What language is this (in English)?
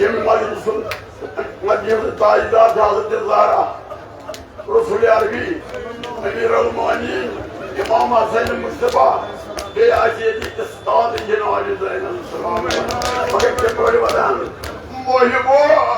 Kashmiri